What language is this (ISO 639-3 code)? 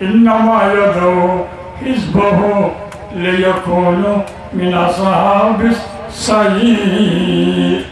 rhg